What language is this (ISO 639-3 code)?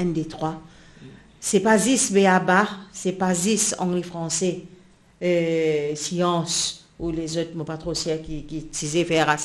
mfe